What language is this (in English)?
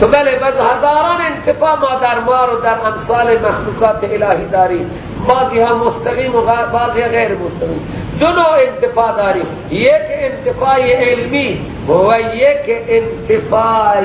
Persian